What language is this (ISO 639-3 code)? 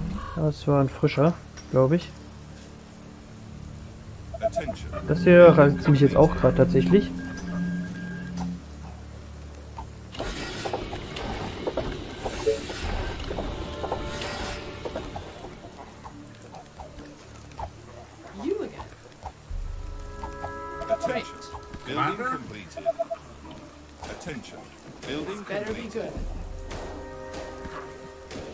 deu